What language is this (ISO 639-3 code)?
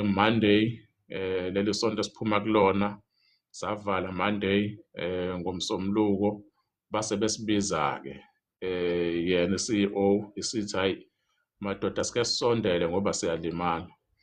zul